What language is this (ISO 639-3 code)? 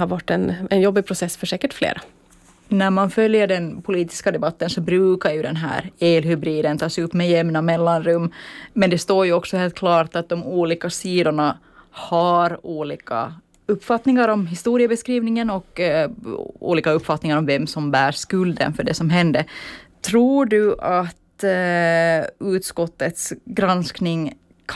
swe